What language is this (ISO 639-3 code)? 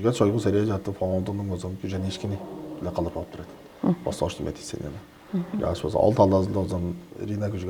tyv